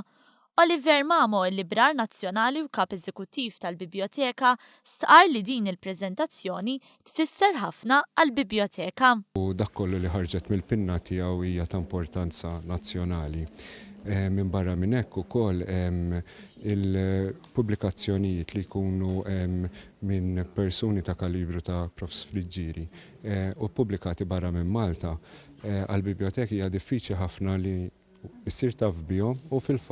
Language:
Maltese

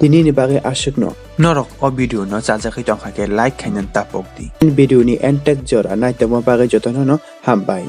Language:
Kok Borok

